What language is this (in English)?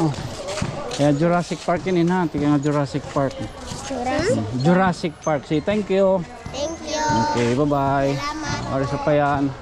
Waray